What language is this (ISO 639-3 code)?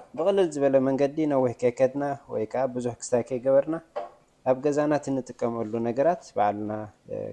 tir